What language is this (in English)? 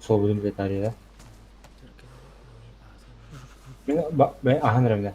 Yakut